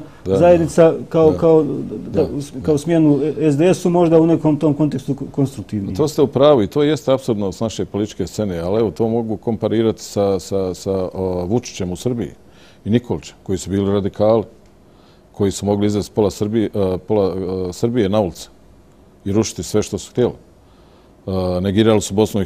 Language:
Bosnian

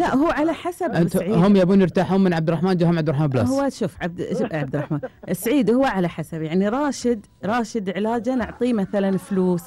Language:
Gulf Arabic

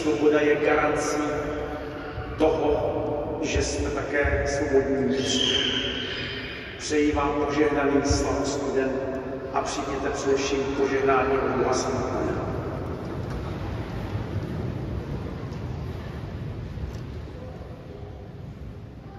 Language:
Czech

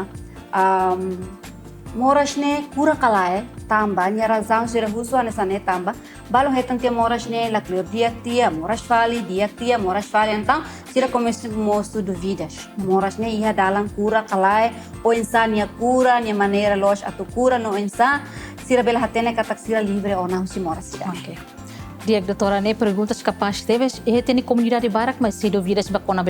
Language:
Tetum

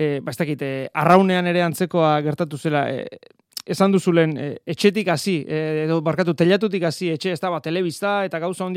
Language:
Basque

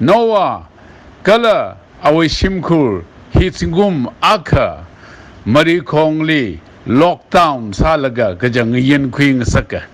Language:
Tangkhul Naga (India)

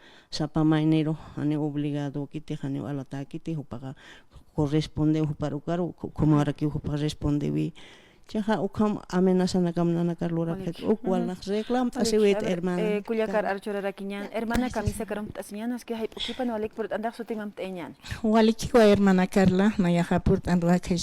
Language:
Aymara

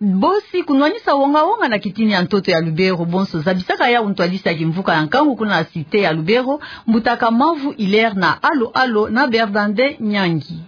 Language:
Kituba (Democratic Republic of Congo)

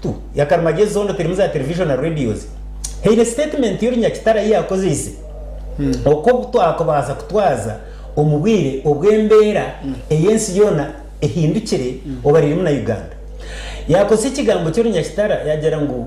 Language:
Nyankole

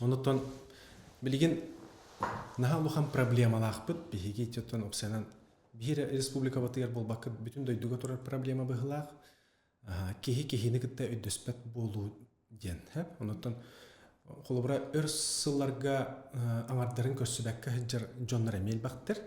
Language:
Yakut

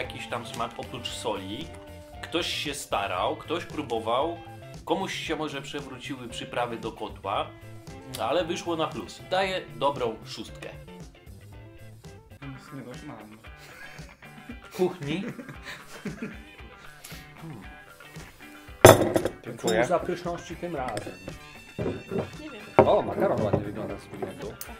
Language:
Polish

